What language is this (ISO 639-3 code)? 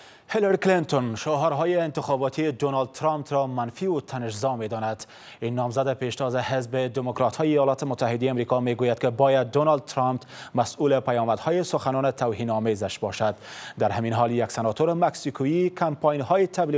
fas